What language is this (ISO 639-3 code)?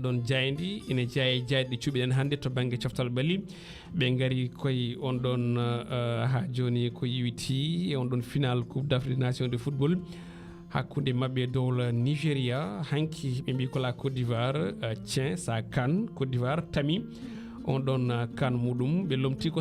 ful